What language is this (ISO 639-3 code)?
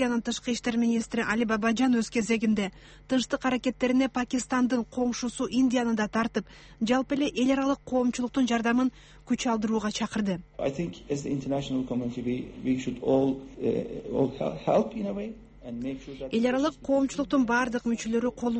kir